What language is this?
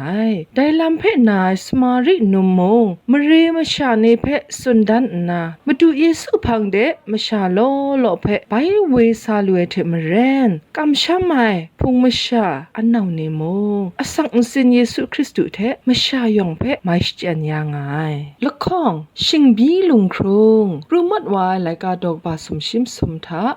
Kachin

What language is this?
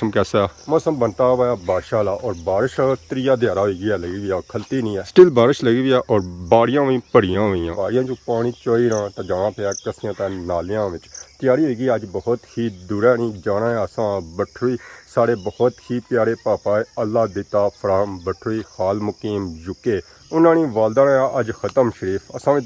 Pahari-Potwari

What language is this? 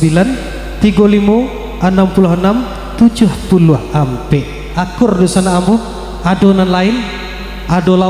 Minangkabau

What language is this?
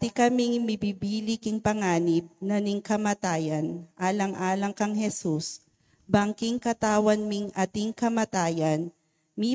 Pampanga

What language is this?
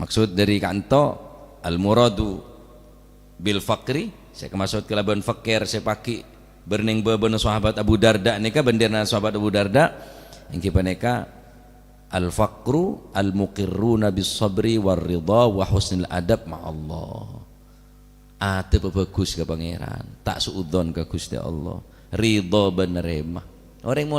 Madurese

